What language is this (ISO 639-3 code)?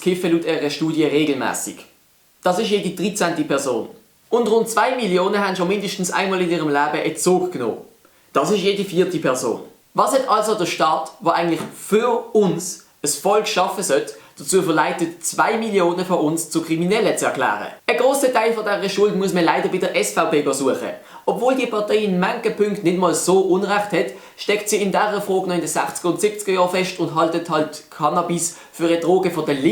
gsw